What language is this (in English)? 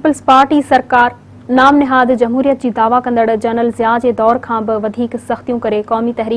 Sindhi